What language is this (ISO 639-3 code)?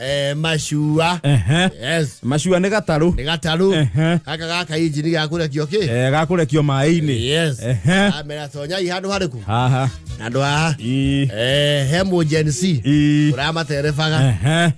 kik